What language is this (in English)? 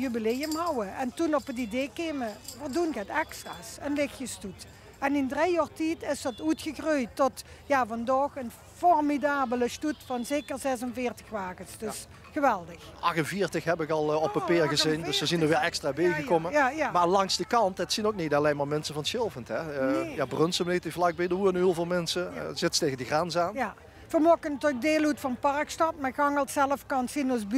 Limburgish